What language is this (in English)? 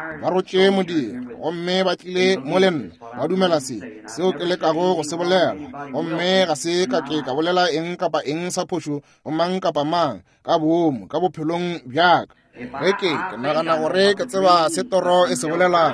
Northern Sotho